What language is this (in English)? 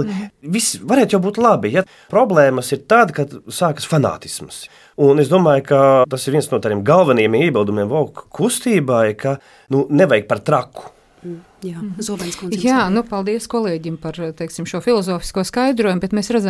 Latvian